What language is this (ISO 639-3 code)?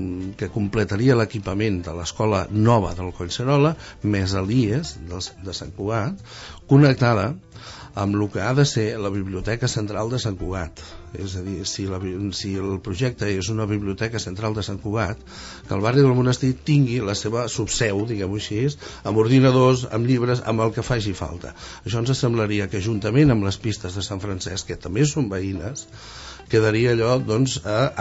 cat